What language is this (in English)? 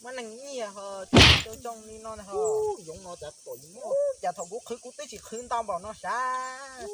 Hmong